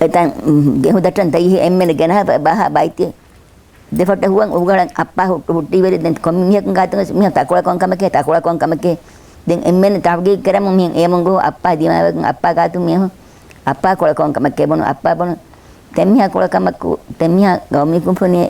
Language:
Divehi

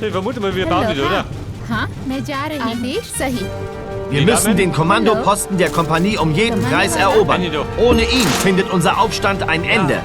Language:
Bavarian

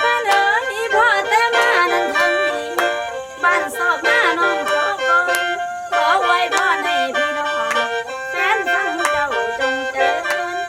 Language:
Lao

